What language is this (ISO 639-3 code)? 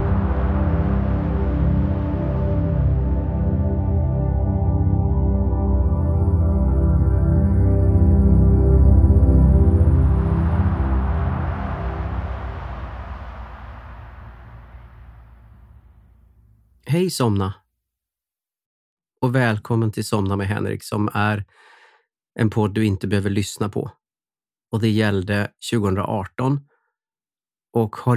swe